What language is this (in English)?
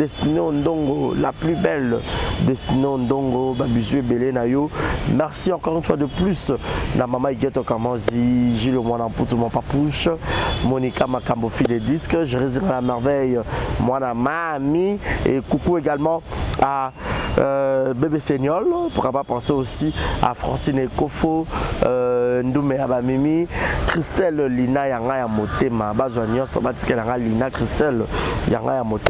Lingala